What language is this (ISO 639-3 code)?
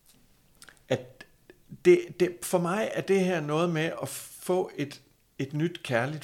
dan